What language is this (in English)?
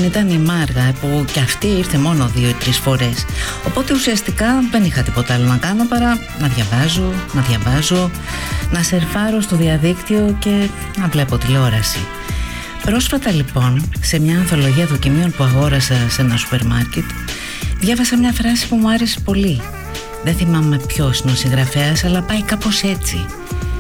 Greek